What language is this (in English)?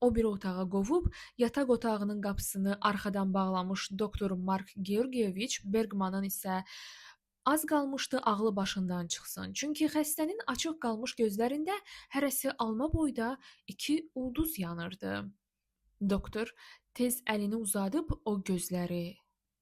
Azerbaijani